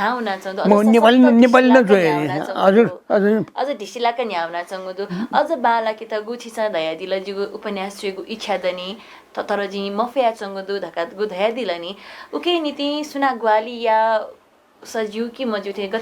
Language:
Newari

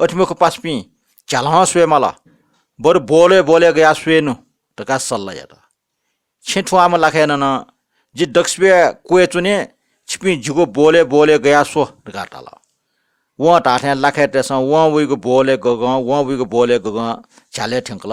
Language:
Newari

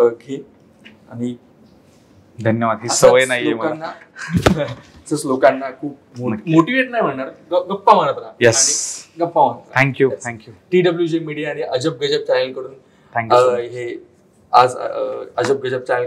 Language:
Marathi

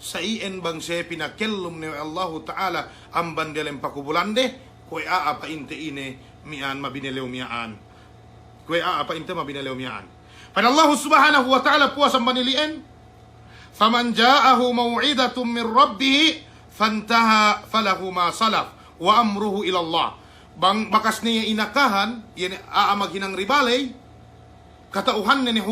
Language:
Yakan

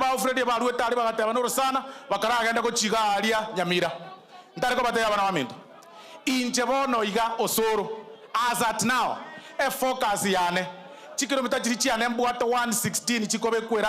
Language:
Gusii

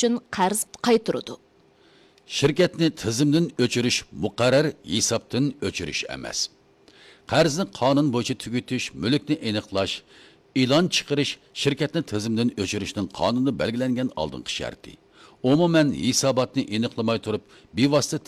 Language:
Uyghur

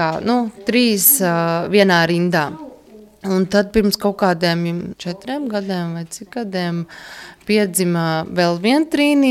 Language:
Latvian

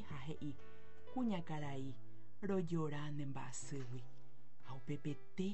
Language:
Guarani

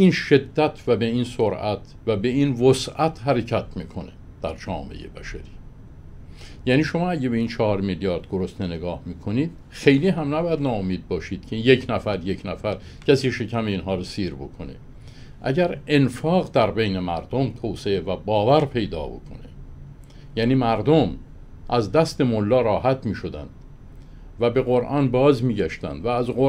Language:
Persian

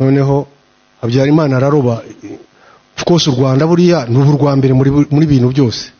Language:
Kinyarwanda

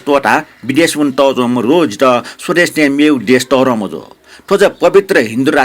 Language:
Newari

